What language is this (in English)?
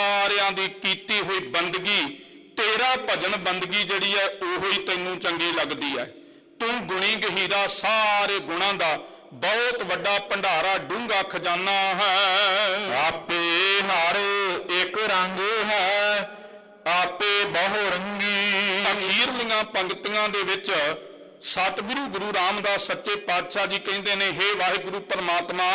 Punjabi